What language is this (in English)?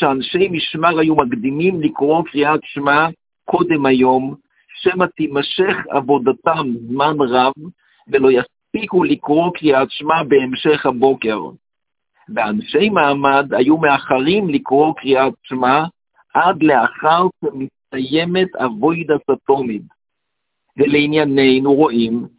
Hebrew